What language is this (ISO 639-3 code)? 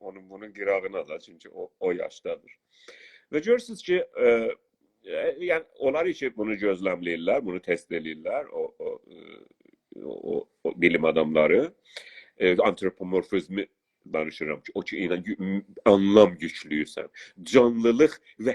azb